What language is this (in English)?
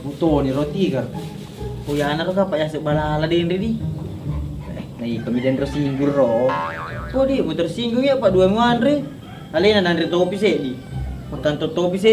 Buginese